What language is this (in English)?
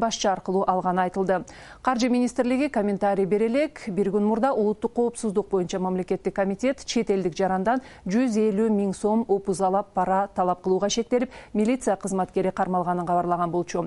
Kyrgyz